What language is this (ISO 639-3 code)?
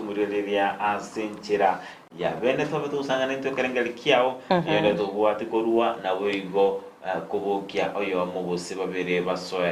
guz